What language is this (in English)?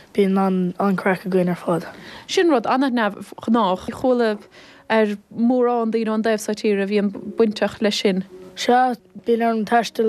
Irish